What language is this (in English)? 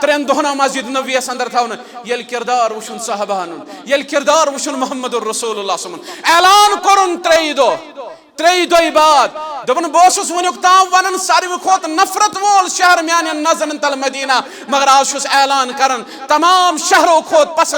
Kashmiri